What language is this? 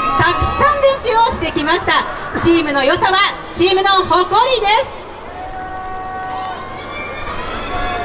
Japanese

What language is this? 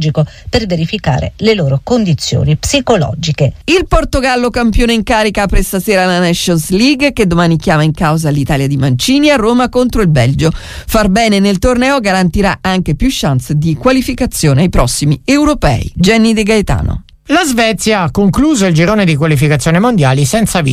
Italian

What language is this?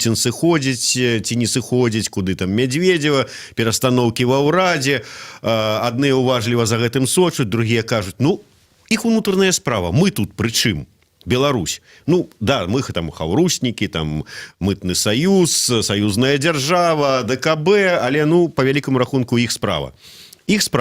Belarusian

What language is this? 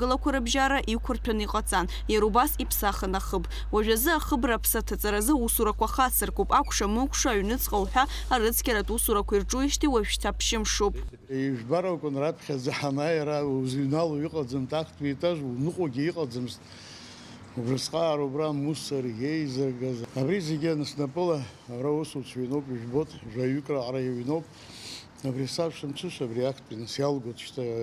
Abkhazian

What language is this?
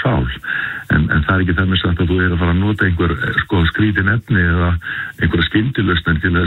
Icelandic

